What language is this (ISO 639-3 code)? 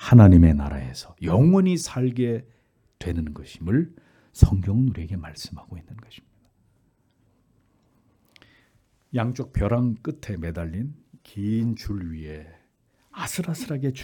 kor